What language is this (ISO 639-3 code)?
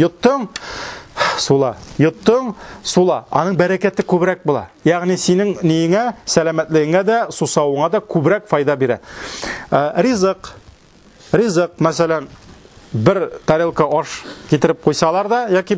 tat